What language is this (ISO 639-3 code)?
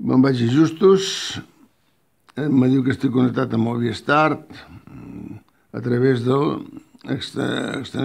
cat